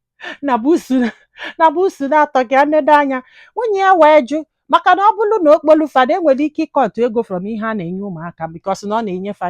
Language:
Igbo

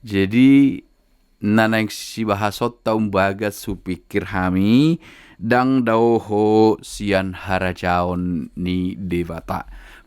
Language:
Batak Toba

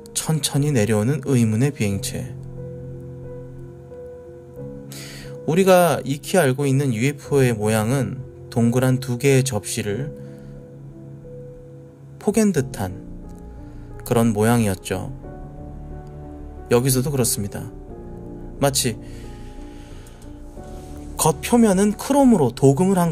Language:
Korean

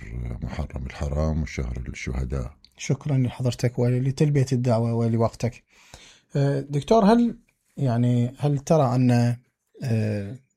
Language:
Mesopotamian Arabic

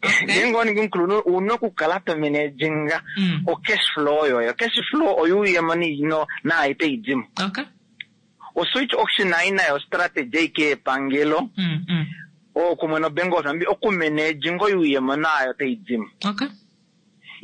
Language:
Kuanyama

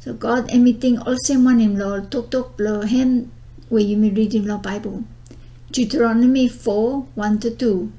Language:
Bislama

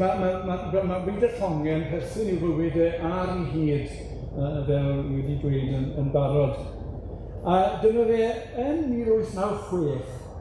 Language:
Welsh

